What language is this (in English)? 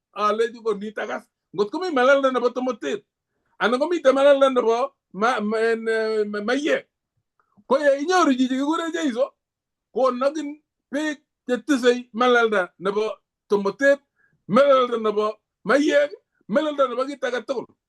Kalenjin